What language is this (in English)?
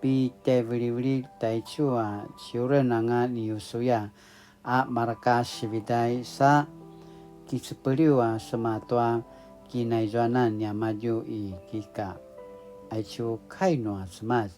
Paiwan